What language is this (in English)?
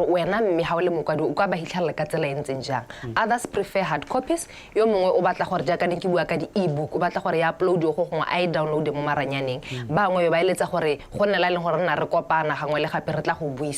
Tswana